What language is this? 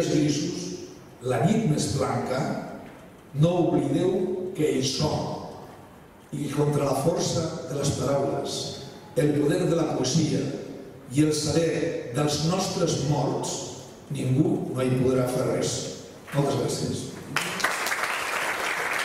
Catalan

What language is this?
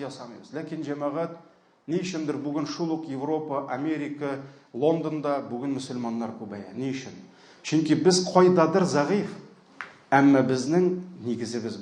Tatar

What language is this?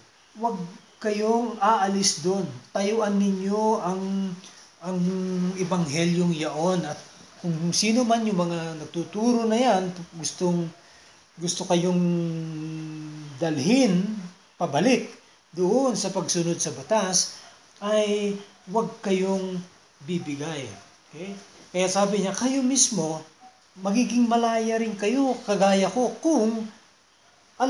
Filipino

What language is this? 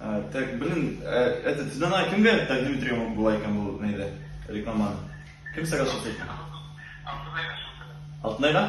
Bashkir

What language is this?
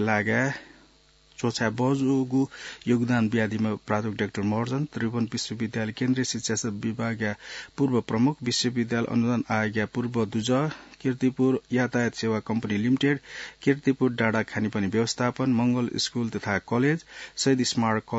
Newari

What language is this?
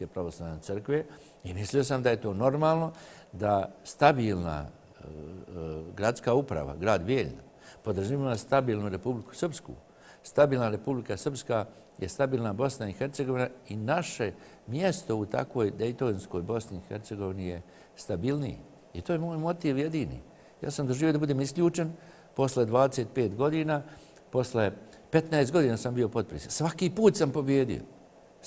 Serbian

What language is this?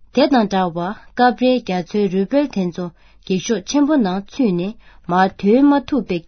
Tibetan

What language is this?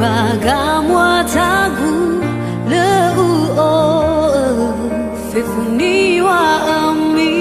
Nias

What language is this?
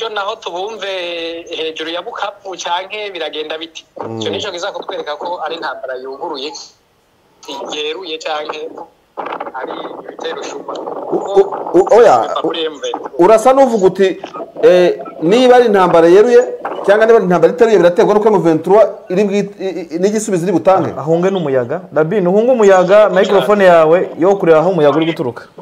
Kinyarwanda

